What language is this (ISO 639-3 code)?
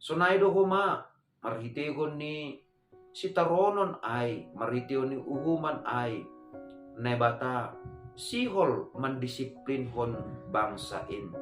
bts